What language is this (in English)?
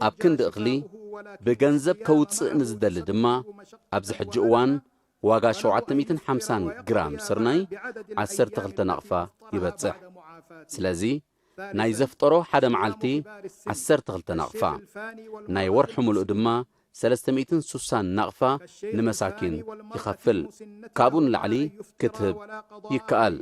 Tigrinya